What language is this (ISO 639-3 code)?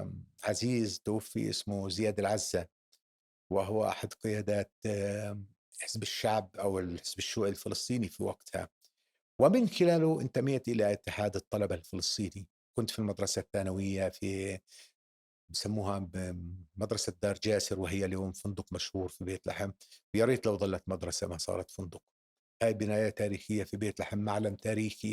apc